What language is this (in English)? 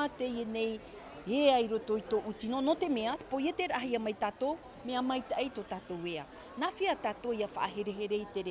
Tahitian